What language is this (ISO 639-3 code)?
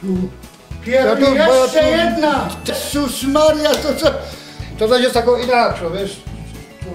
szl